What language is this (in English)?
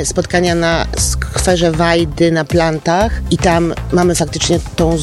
Polish